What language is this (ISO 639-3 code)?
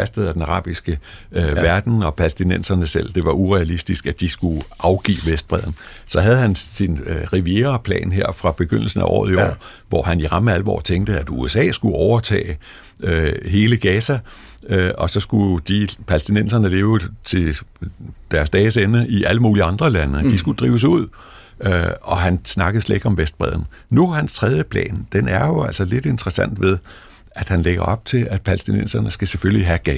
dan